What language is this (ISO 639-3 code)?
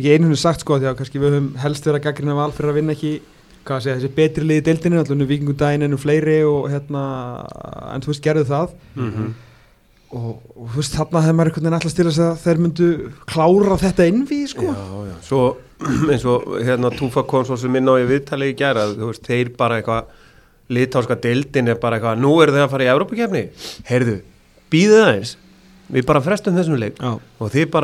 isl